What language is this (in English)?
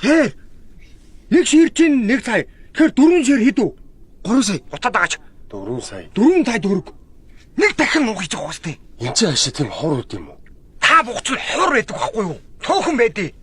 Mongolian